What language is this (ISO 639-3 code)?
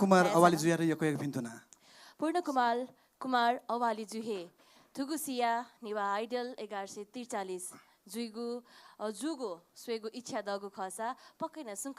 new